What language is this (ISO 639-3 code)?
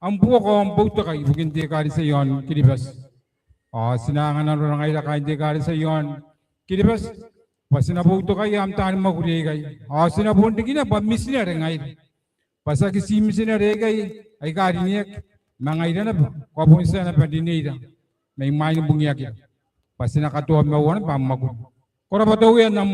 gil